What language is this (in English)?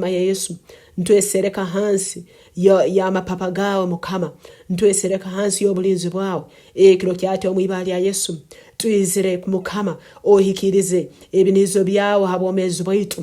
Nyankole